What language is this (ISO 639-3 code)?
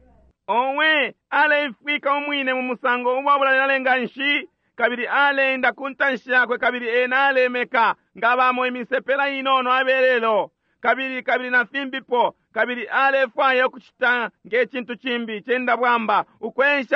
bem